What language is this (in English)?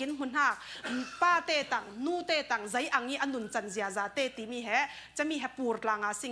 Falam Chin